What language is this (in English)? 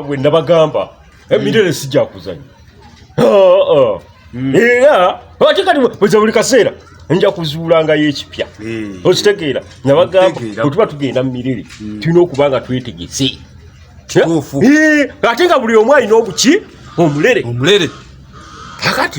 Ganda